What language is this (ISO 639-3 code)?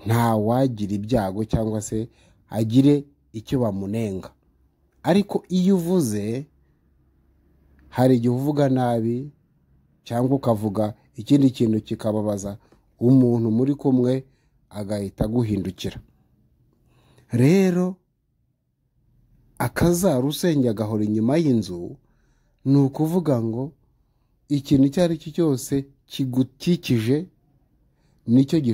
kin